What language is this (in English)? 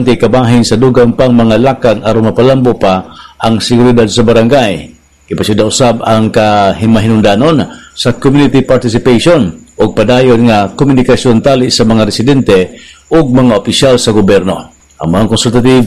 Cebuano